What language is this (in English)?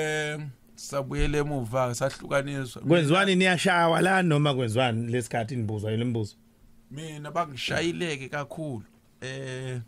Zulu